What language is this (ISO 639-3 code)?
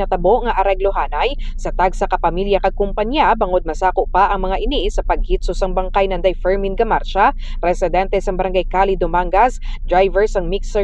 hil